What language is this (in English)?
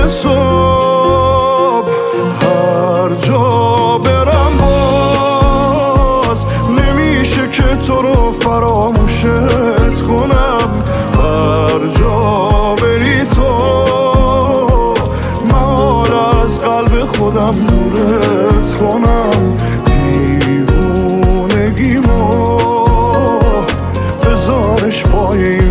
Persian